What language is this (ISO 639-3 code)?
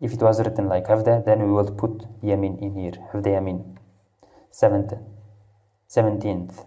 kur